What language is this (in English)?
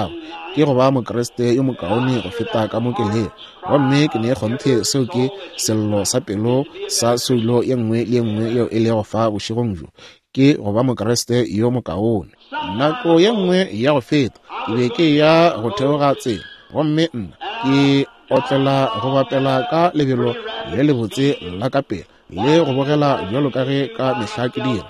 Northern Sotho